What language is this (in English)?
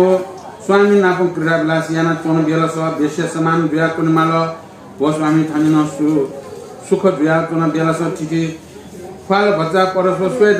Newari